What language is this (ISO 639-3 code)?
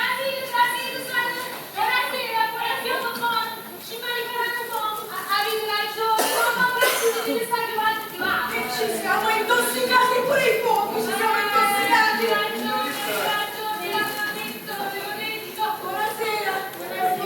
nap